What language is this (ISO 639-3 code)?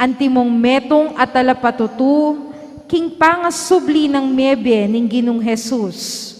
pam